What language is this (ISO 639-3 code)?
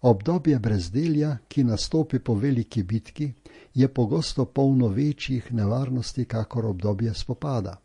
slv